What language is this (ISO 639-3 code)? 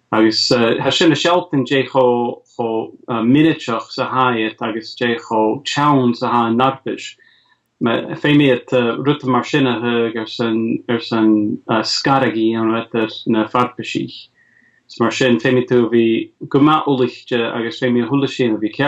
gla